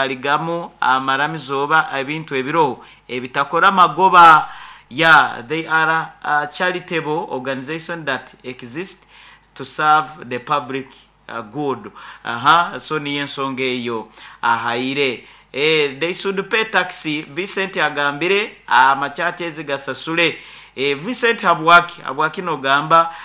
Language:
Nyoro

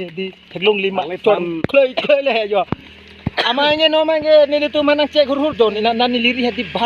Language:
Karbi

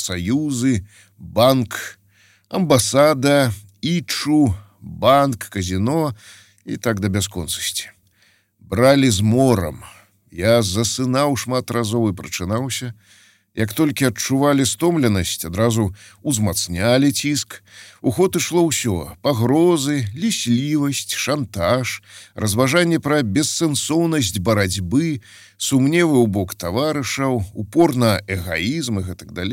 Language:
Belarusian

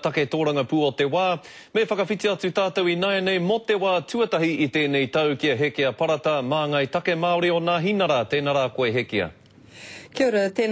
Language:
Māori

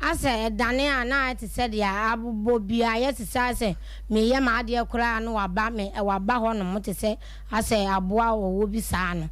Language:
Akan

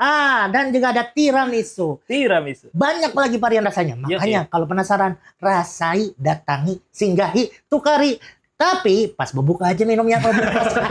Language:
Banjar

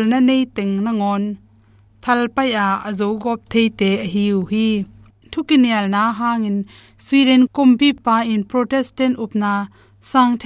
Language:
Tedim Chin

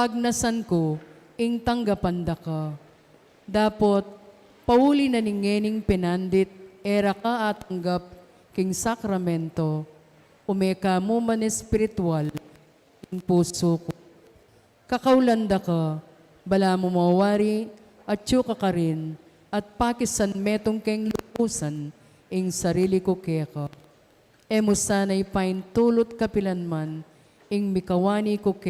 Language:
Pampanga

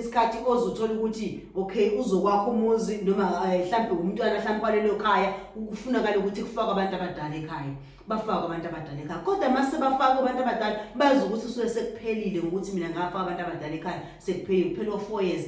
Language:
Zulu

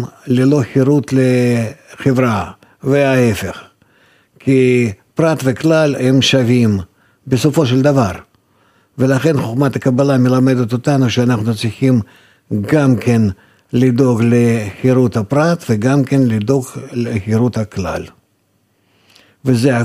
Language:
Hebrew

